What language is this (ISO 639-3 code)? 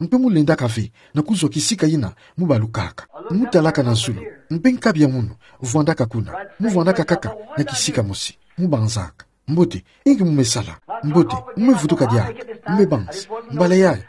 ktu